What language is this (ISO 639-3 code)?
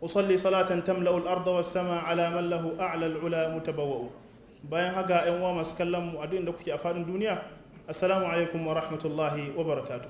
hau